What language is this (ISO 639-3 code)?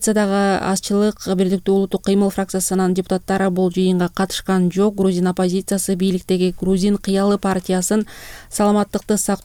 kir